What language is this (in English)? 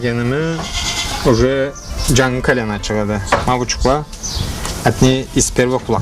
Karachay-Balkar